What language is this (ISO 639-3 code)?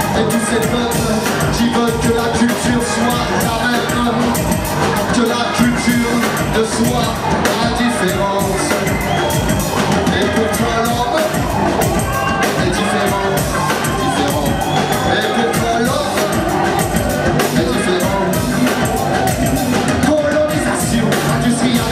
fra